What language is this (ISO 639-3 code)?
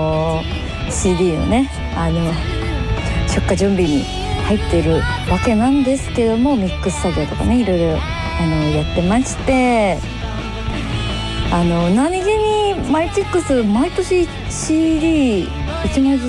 jpn